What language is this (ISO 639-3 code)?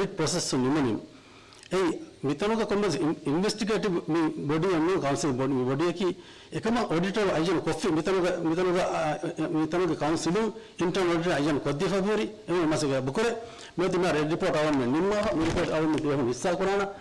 div